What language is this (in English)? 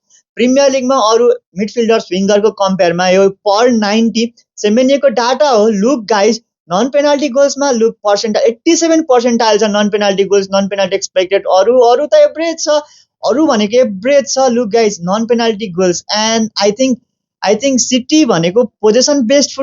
Nepali